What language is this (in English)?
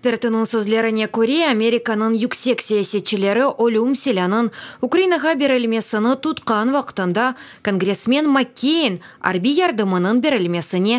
Crimean Tatar